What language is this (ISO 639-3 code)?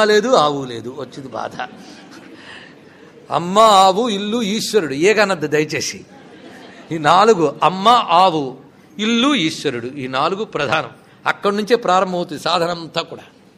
tel